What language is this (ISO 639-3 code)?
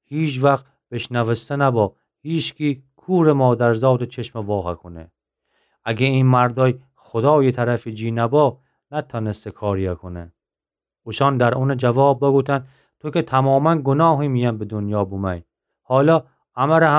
glk